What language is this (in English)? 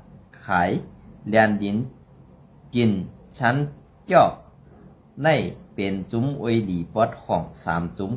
Shan